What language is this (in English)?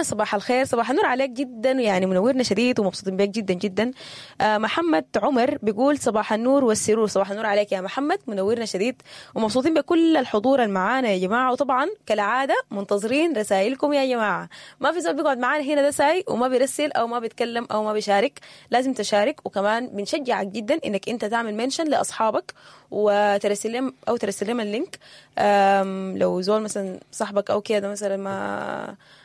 Sudanese Arabic